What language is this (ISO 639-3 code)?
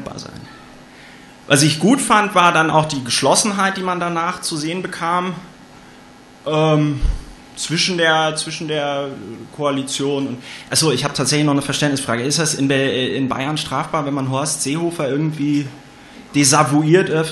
deu